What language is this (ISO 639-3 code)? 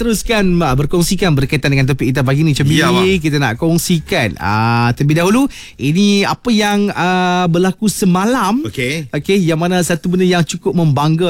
msa